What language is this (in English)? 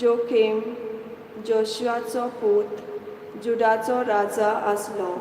Konkani